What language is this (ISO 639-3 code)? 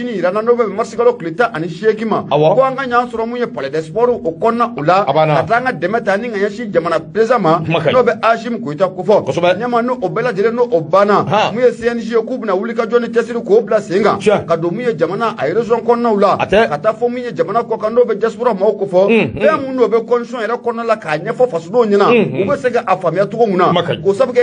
bam